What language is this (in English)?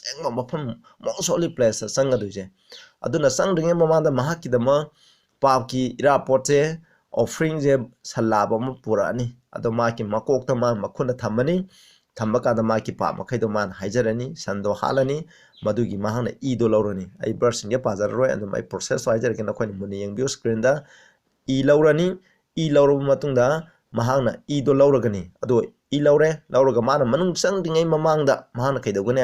Manipuri